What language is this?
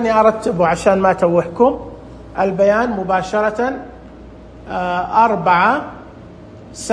Najdi Arabic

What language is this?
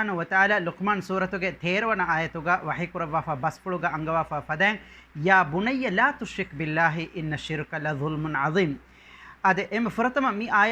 Divehi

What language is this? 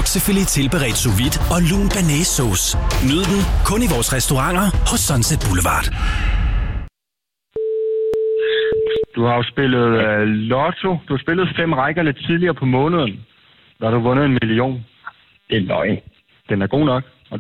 Danish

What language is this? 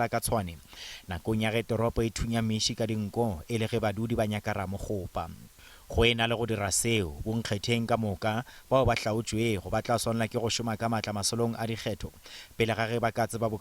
Northern Sotho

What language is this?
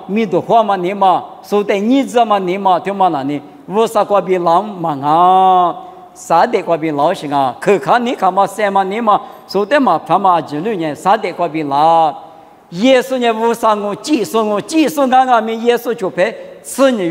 Lisu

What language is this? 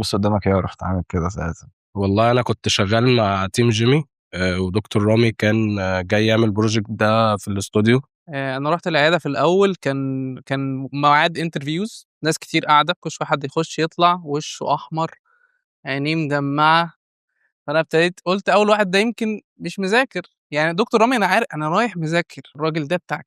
Egyptian Arabic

